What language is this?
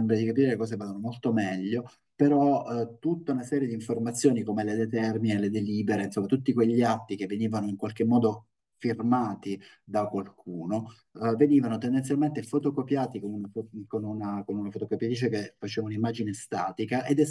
Italian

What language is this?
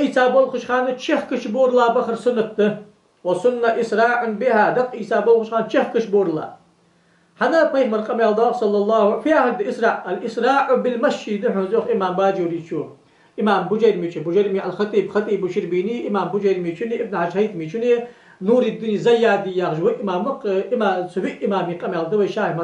Ingush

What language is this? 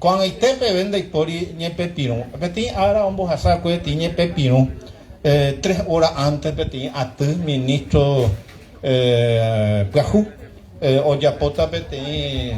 Guarani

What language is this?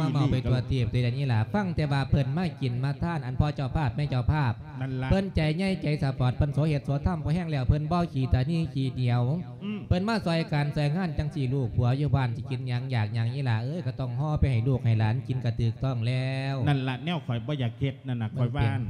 Lao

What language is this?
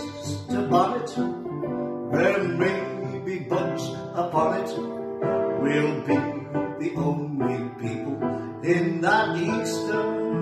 English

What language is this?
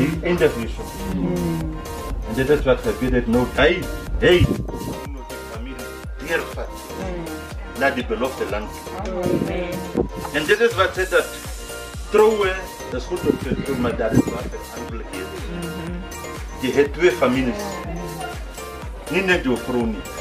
Afrikaans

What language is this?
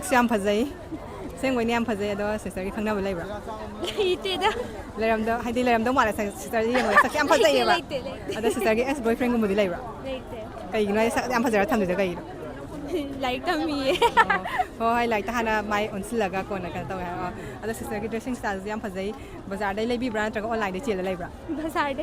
Manipuri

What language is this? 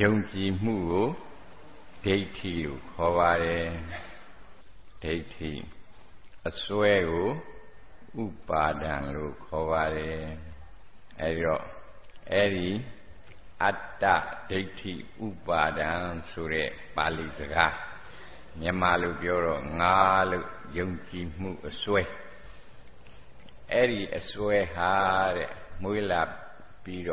Burmese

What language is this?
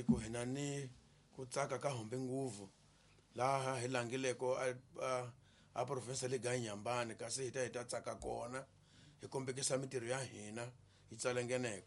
Tsonga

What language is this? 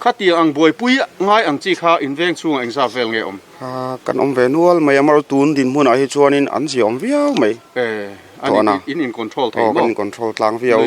Mizo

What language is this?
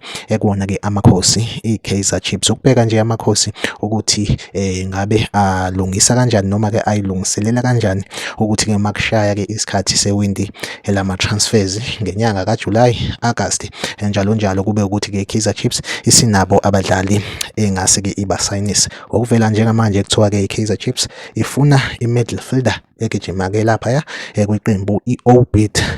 Zulu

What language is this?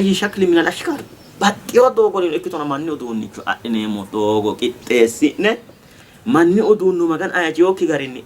Sidamo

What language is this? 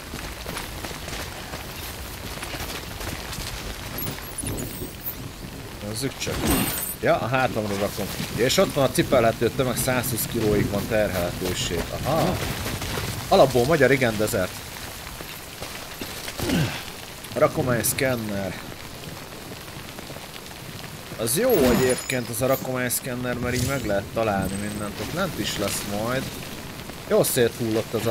Hungarian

